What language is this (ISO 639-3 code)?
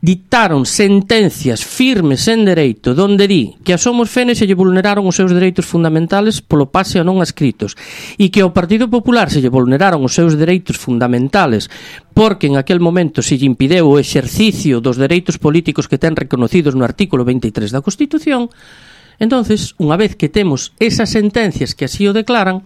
glg